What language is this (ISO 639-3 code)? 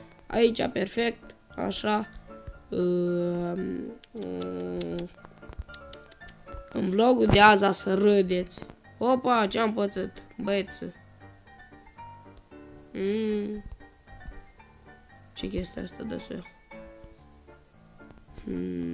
ron